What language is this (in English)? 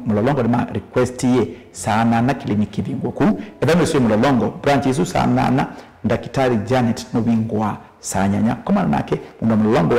Kamba